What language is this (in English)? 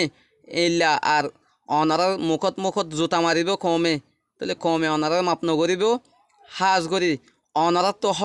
Rohingya